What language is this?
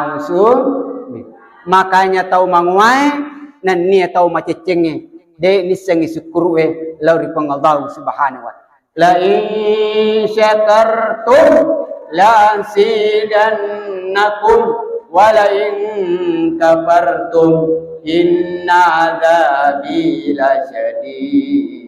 Buginese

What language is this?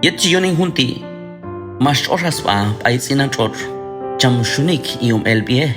Q'anjob'al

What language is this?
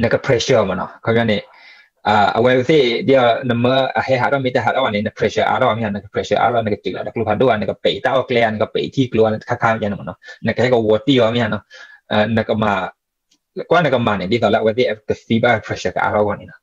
S'gaw Karen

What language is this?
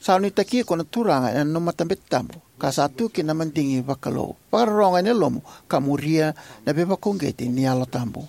Fijian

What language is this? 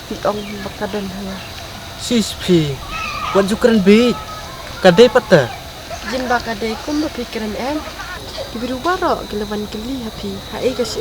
Khasi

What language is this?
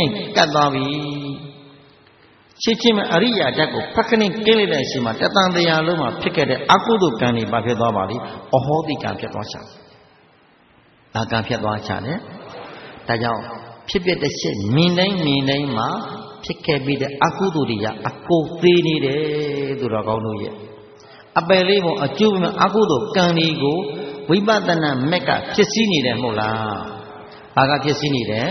Burmese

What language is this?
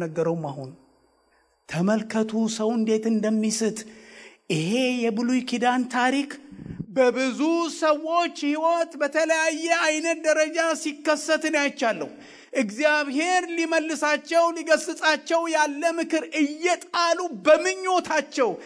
Amharic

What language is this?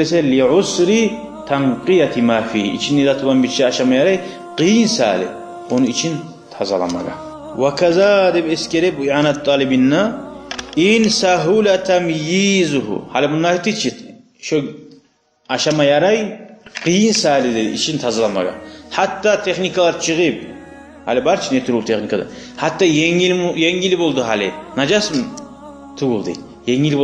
Kumyk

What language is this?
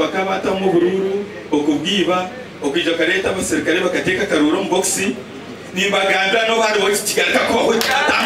Nyankole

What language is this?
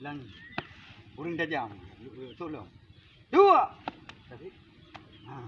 Achinese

